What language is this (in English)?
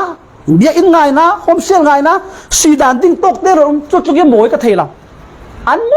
Falam Chin